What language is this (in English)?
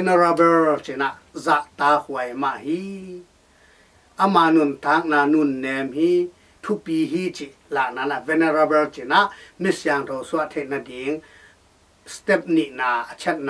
Tedim Chin